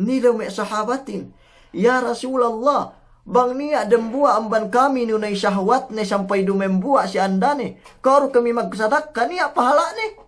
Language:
Yakan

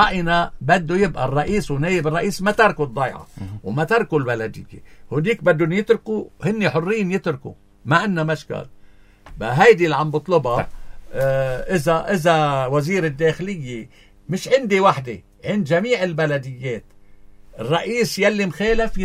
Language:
North Levantine Arabic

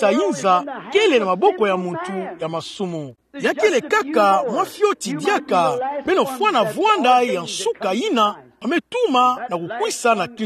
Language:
Kituba (Democratic Republic of Congo)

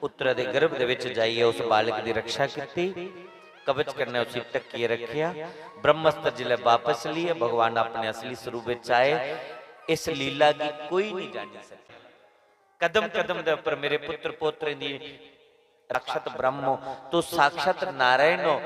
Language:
Dogri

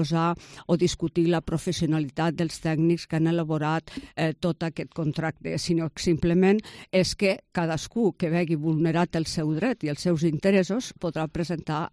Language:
Catalan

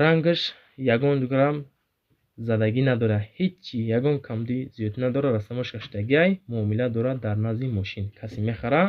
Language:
Tajik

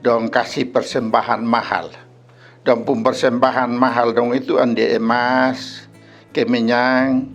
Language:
Kupang Malay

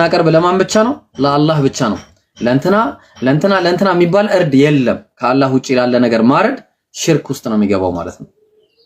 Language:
Amharic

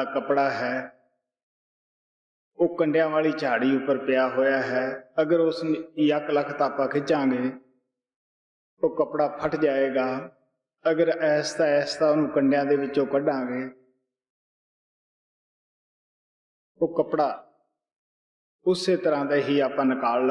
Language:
Punjabi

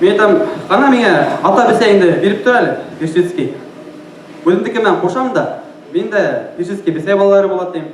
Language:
Bashkir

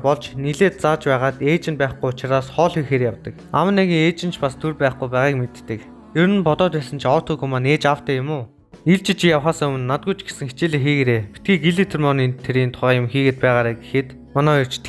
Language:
Mongolian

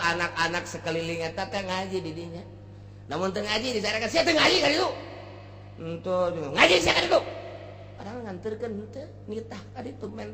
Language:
Sundanese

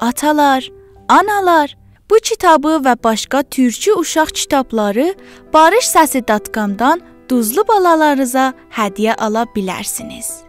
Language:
South Azerbaijani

